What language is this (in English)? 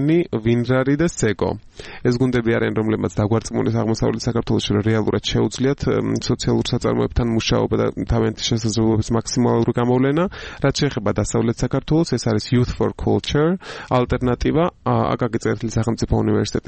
Georgian